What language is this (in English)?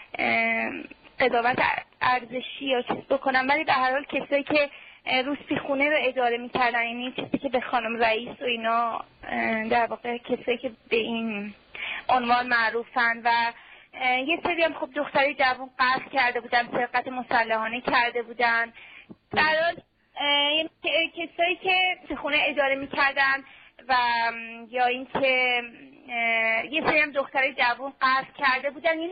Persian